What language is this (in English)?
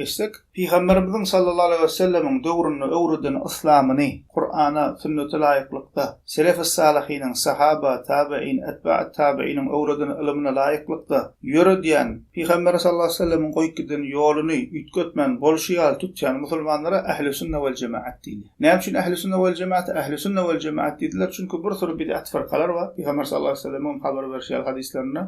Turkmen